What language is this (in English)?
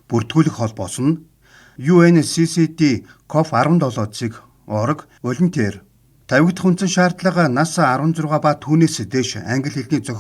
Mongolian